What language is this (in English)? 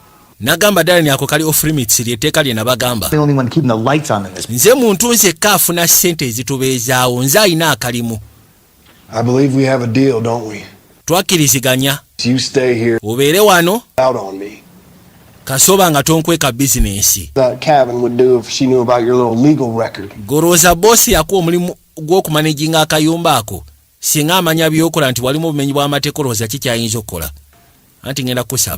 Ganda